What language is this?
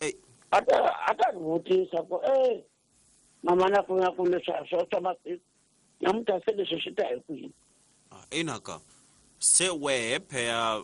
Tsonga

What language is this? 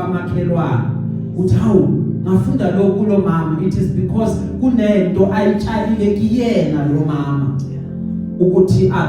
Zulu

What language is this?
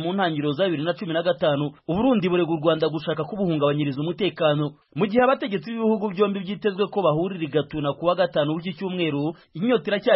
Kinyarwanda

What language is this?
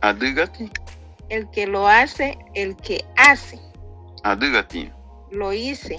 Garifuna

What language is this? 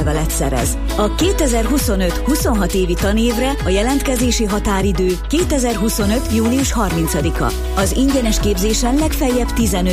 Hungarian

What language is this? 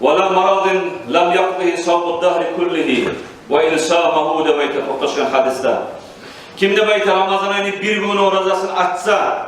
Kumyk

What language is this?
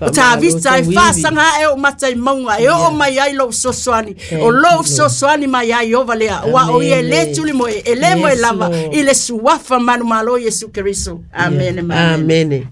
Samoan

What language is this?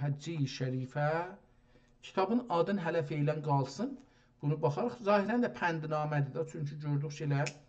South Azerbaijani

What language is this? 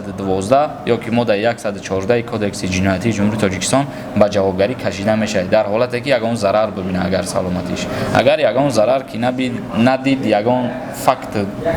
Tajik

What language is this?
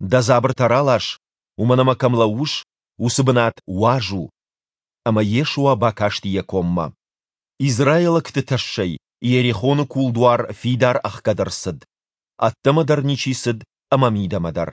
Ossetic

